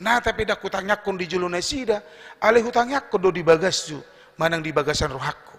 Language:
Batak Toba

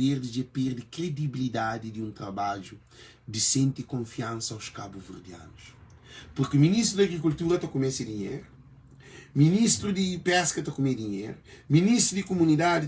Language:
Kabuverdianu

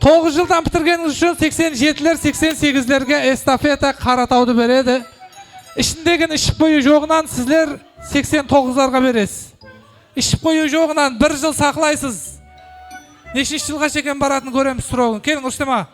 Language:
Kara-Kalpak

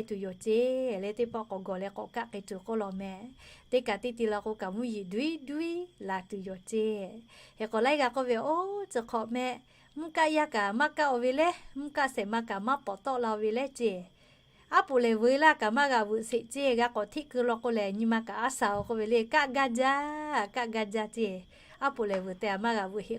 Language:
Lahu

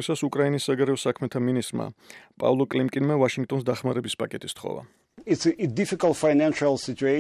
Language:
Georgian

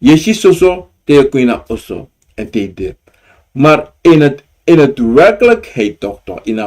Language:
Sranan Tongo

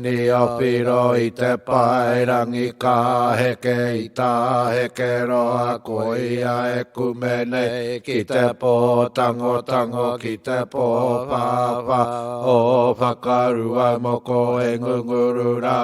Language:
Māori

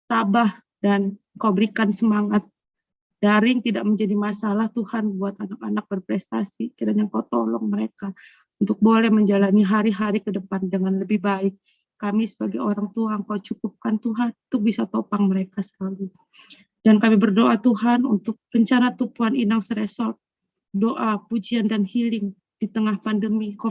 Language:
Batak Simalungun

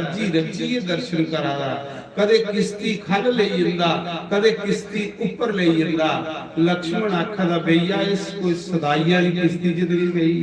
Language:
Dogri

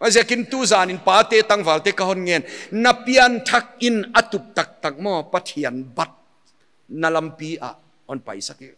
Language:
Paite Chin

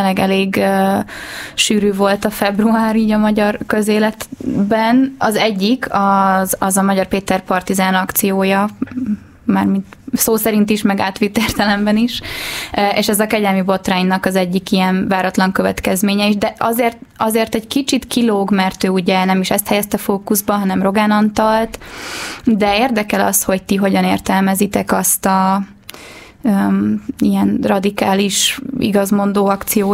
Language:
Hungarian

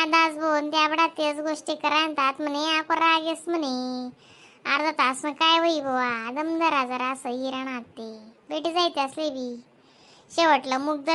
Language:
Khandesi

